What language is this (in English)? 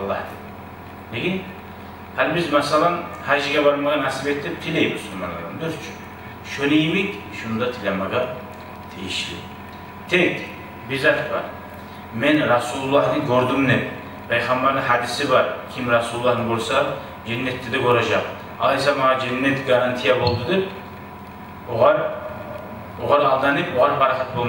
Kumyk